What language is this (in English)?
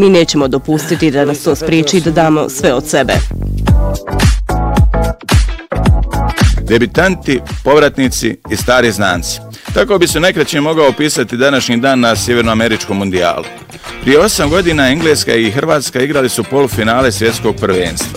Bosnian